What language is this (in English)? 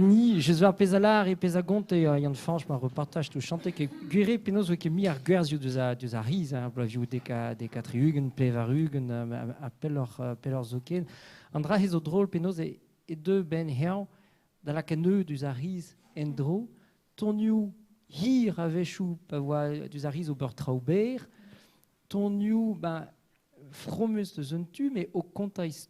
Breton